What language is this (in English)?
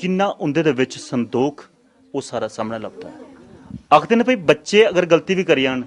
Dogri